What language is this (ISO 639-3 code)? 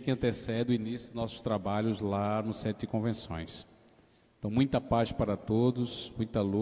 por